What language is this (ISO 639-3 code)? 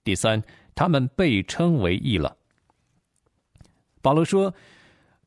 zho